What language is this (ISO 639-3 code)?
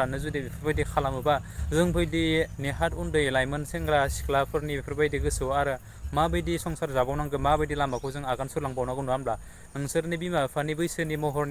brx